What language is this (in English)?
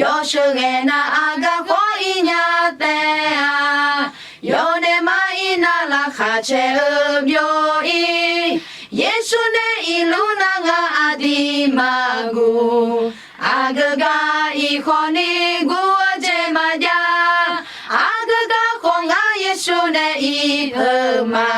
Akha